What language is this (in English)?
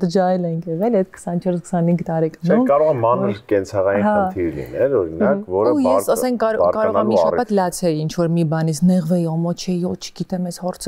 Armenian